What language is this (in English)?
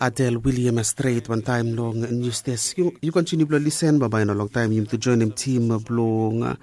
Bislama